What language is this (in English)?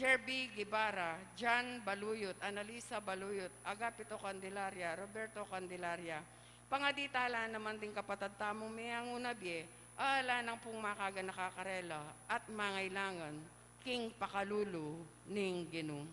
Pampanga